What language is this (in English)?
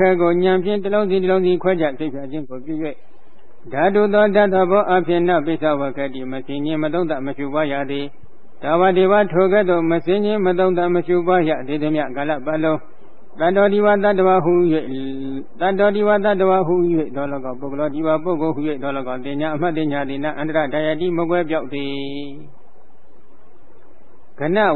Burmese